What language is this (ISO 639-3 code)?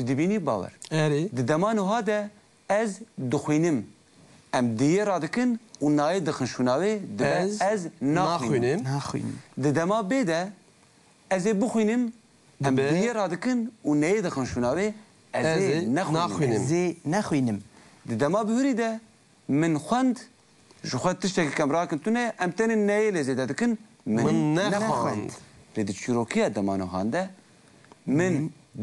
kur